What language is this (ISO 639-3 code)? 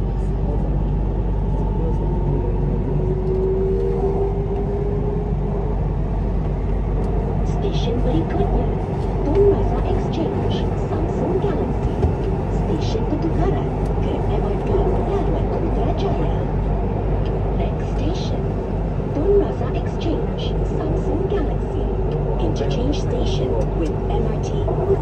msa